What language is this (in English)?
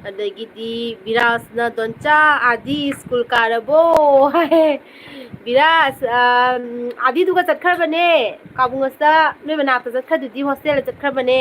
Manipuri